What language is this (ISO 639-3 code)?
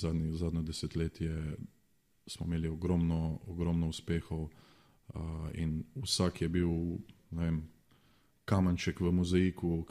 slv